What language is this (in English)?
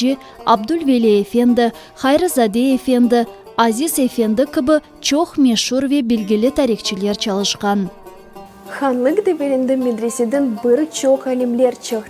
Crimean Tatar